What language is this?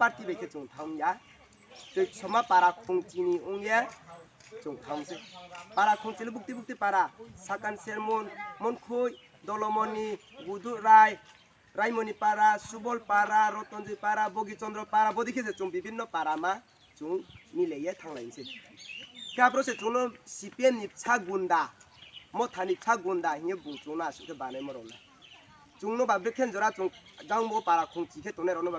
Riang (India)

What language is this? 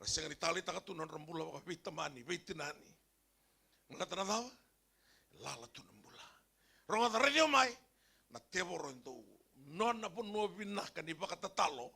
Fijian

